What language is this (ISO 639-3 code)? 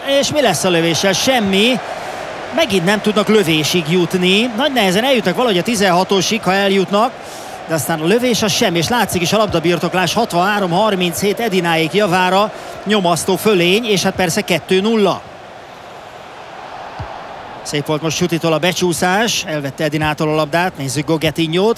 hun